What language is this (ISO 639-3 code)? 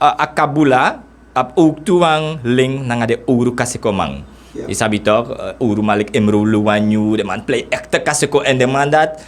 srn